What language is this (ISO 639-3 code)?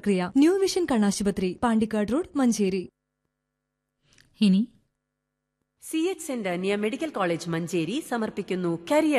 mal